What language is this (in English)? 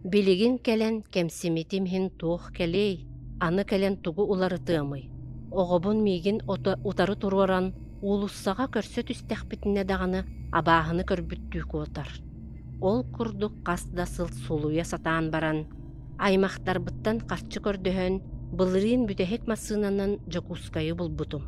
Yakut